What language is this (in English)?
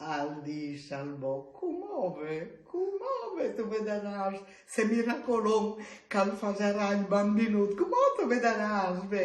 Friulian